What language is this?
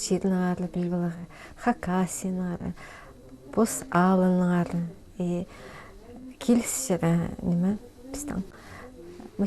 Khakas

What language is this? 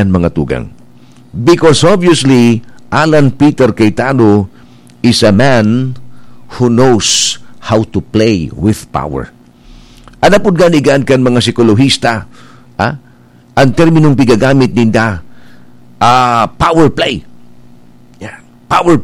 Bikol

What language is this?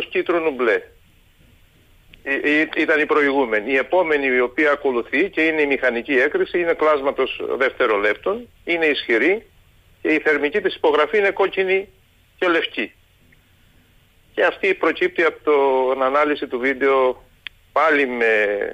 Greek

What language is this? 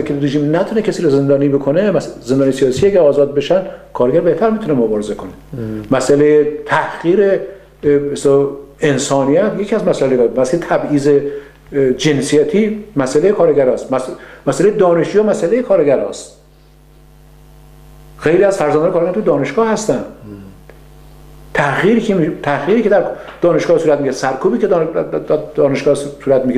Persian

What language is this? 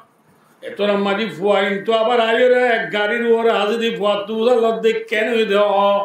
Rohingya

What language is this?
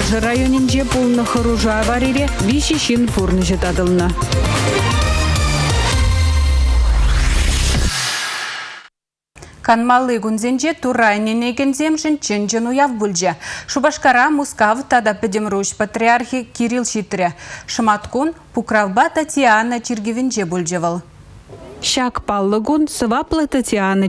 Chuvash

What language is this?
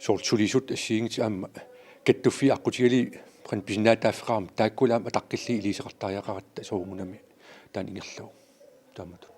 Kalaallisut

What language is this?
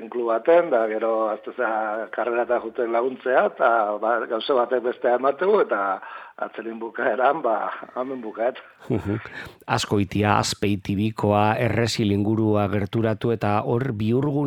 Basque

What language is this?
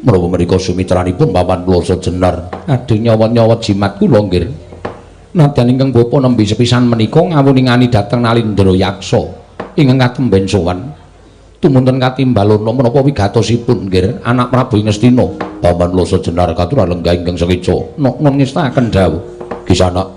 Javanese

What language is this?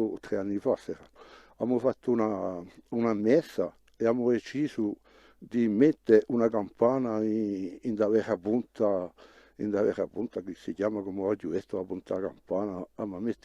Corsican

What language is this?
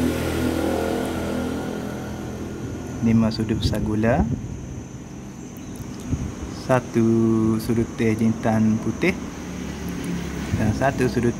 Malay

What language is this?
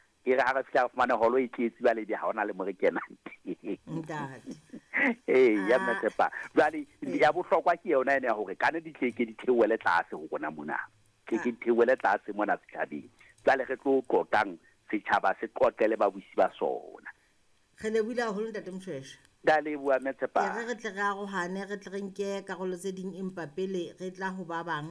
Southern Sotho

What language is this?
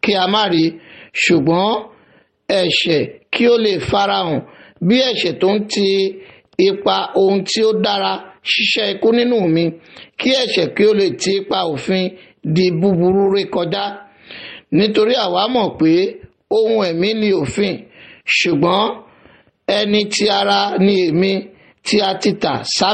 Yoruba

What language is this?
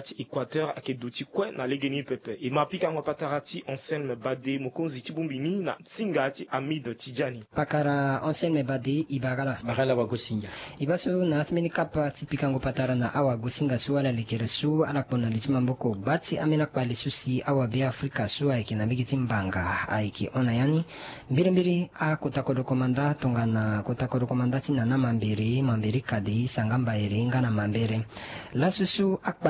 Sango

